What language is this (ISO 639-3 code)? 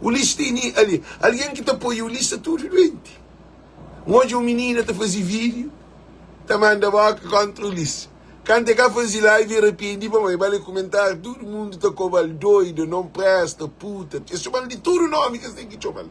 kea